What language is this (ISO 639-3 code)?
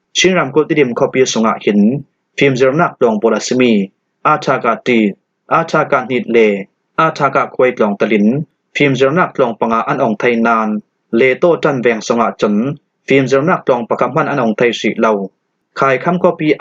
cfm